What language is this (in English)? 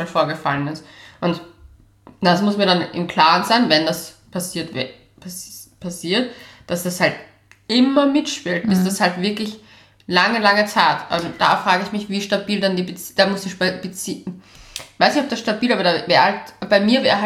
German